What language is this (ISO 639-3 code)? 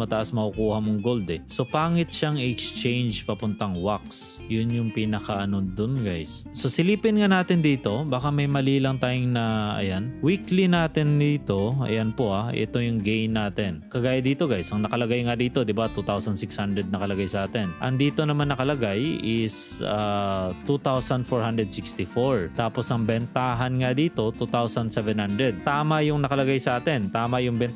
fil